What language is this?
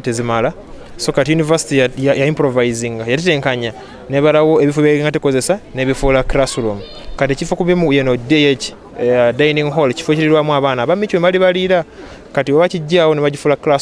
Ganda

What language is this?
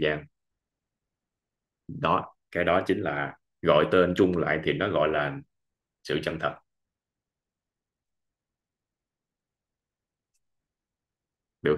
Vietnamese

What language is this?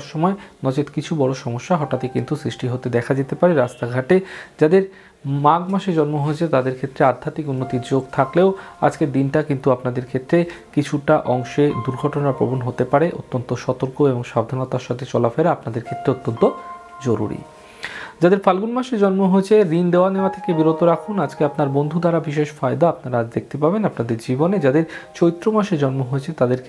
Bangla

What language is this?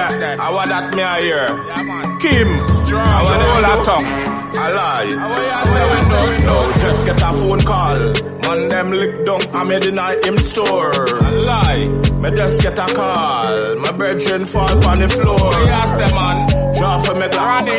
Jamaican Creole English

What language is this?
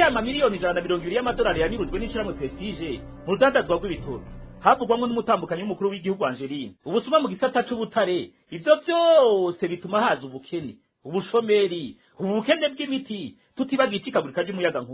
Rundi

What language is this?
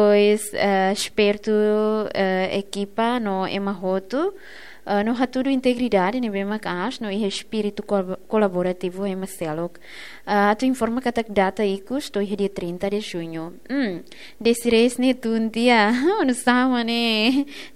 Tetum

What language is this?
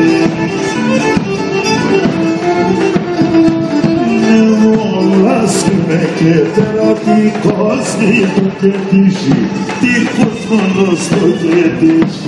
Greek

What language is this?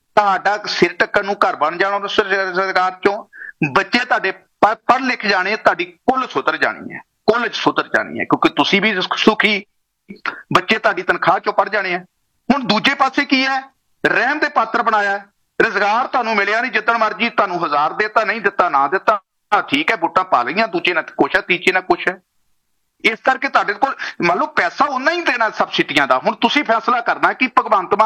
Punjabi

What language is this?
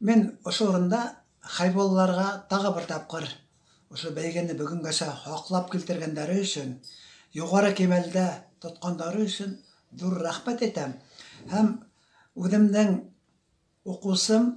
Bashkir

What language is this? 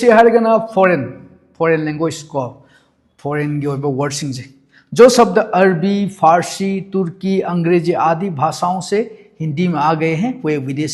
Manipuri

